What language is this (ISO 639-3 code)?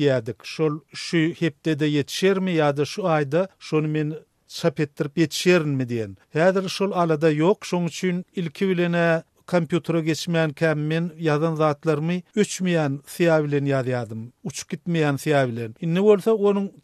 tuk